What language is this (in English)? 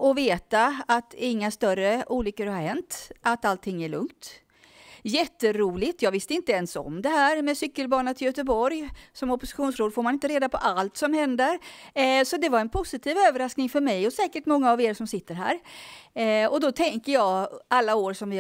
Swedish